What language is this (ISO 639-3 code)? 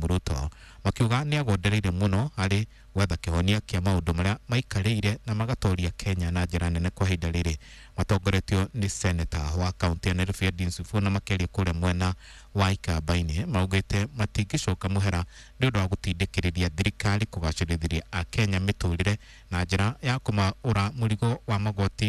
kik